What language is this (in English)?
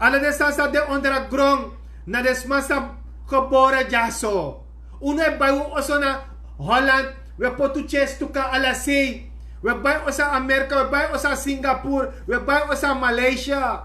Sranan Tongo